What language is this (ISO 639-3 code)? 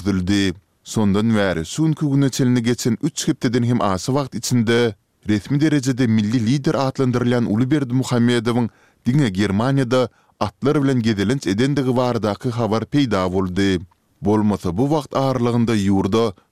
tuk